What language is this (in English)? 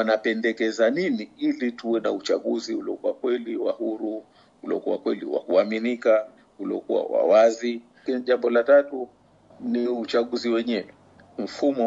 Swahili